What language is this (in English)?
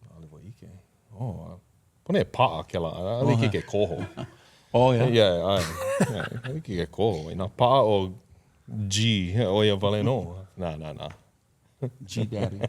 Hawaiian